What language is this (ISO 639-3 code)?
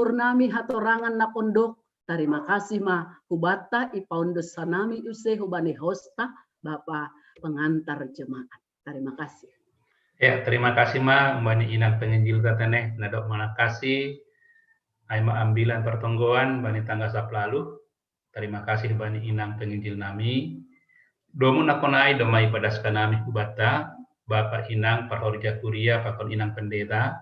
bts